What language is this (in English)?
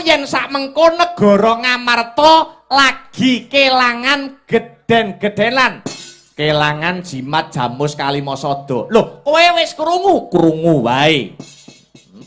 Javanese